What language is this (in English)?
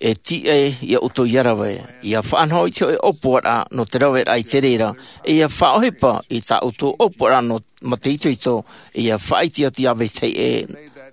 Tahitian